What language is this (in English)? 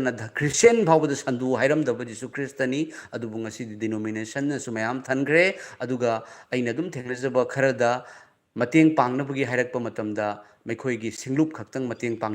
Manipuri